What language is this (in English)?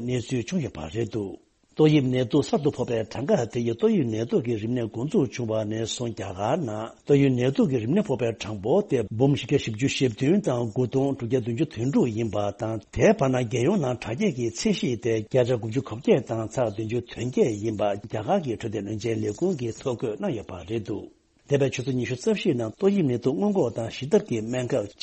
Tibetan